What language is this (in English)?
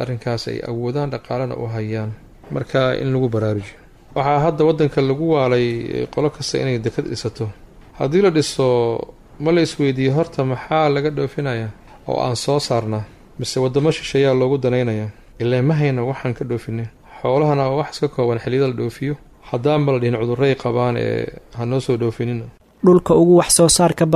Somali